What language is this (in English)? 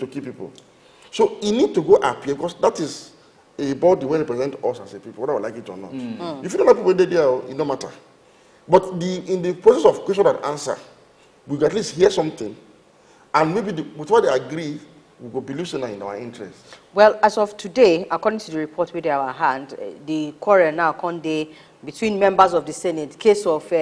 Nigerian Pidgin